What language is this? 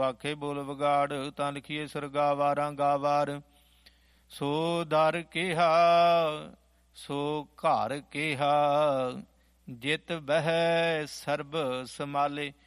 Punjabi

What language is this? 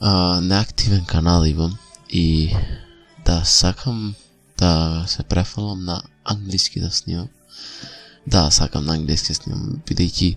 Macedonian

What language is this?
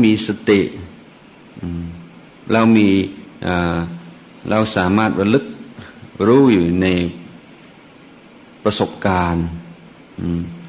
Thai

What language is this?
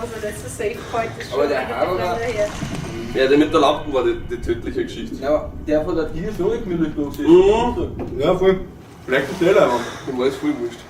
Bavarian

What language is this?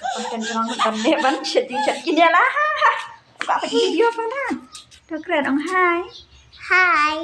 Khasi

